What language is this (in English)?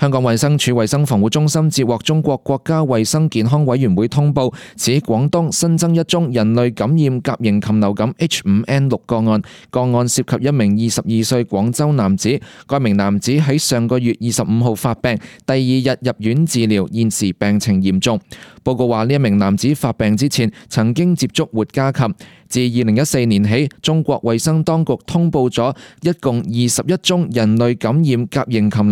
Cantonese